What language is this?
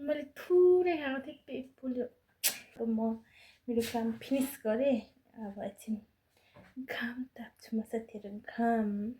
Nepali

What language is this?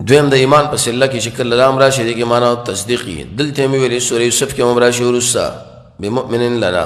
Pashto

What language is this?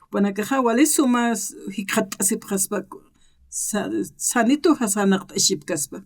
Aymara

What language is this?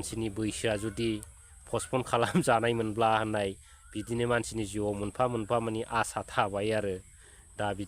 Bodo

